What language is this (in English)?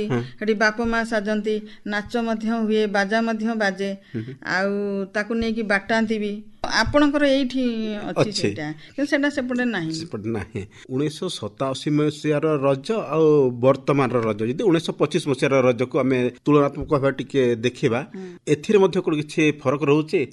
Odia